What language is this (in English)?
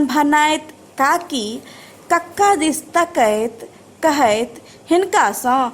Maithili